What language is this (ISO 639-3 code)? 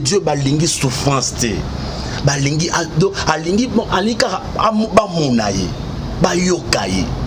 lin